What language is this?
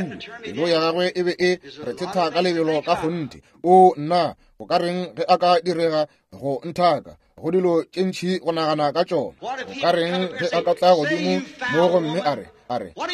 Northern Sotho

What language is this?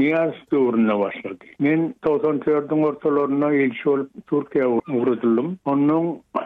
Turkmen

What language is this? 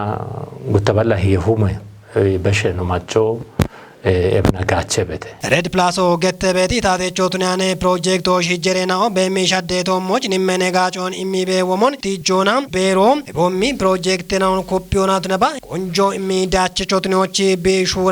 Kafa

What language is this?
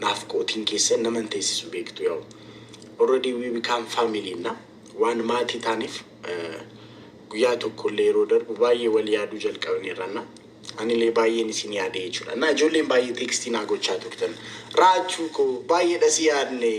Oromo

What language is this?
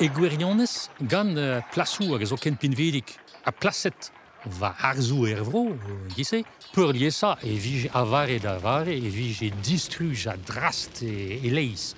Breton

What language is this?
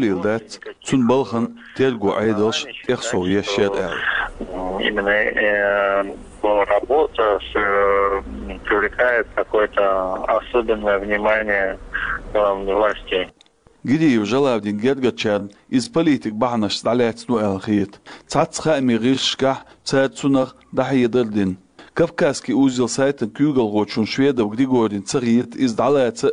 Chechen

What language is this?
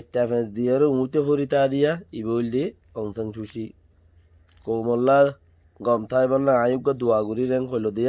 Rohingya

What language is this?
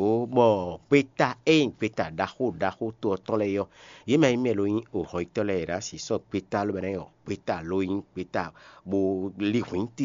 Fon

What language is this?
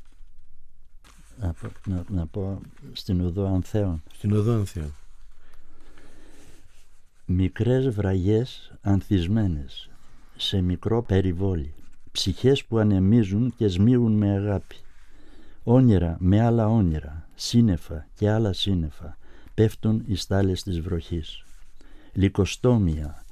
Greek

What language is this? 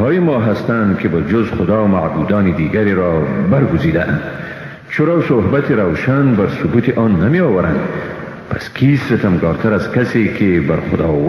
Persian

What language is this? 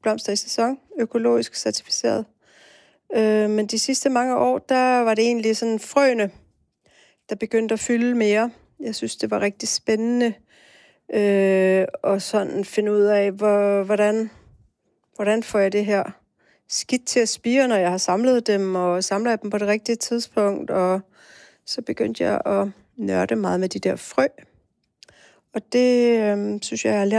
Danish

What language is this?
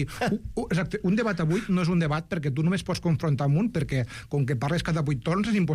Catalan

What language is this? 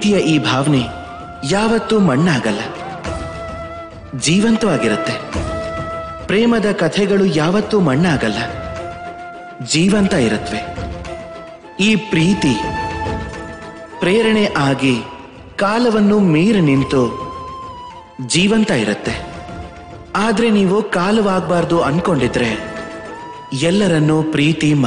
Kannada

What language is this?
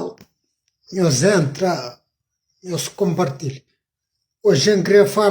Kabuverdianu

